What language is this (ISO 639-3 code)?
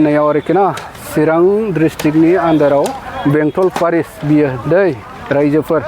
brx